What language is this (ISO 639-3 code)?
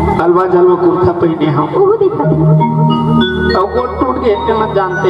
hne